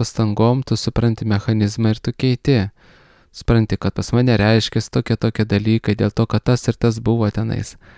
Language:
Lithuanian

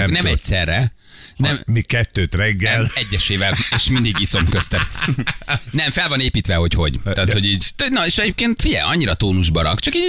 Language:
Hungarian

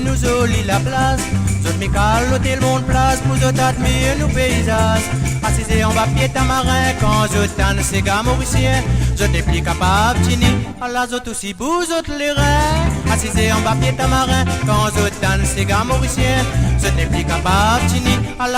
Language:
Morisyen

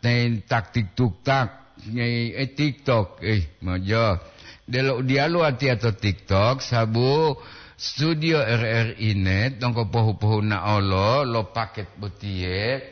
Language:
Gorontalo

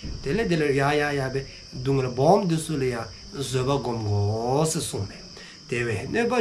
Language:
Dzongkha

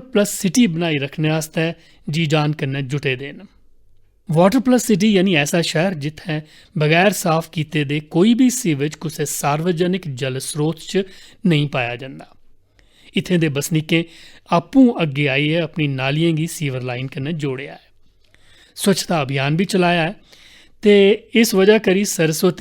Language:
Dogri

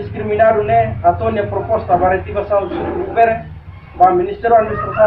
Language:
Tetum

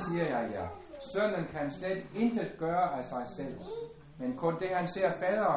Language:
Danish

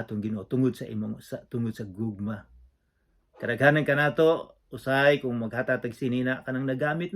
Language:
Cebuano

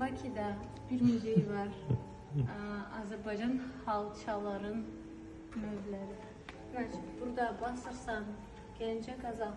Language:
Azerbaijani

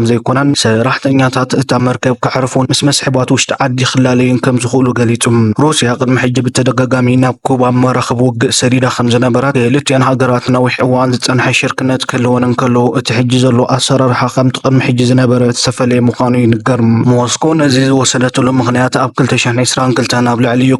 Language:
Tigrinya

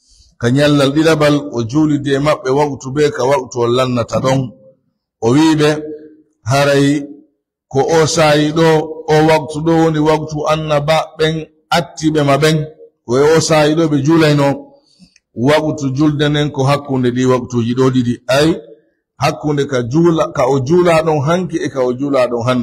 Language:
Pular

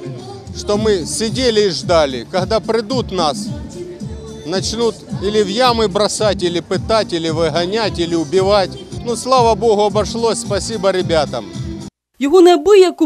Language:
Ukrainian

